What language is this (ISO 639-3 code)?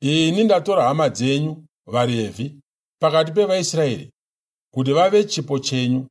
sna